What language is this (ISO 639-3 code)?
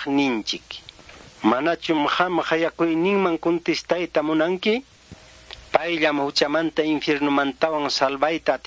que